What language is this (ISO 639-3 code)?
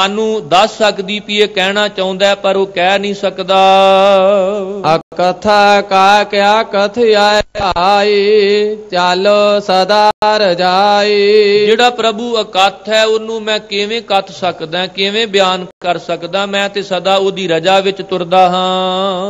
pan